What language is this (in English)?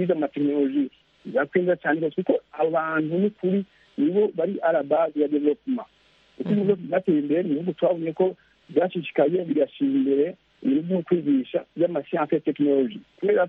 Kinyarwanda